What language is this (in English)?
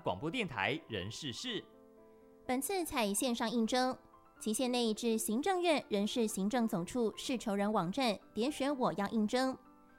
Chinese